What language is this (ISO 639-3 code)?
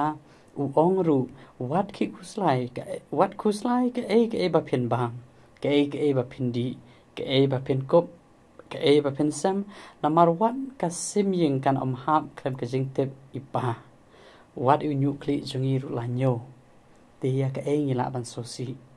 kha